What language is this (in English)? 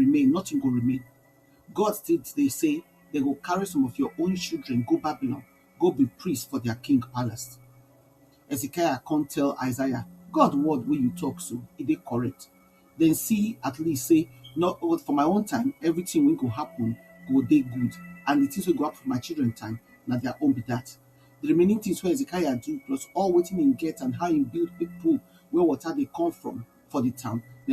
Nigerian Pidgin